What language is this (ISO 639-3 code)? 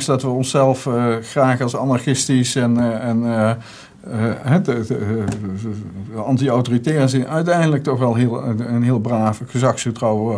nld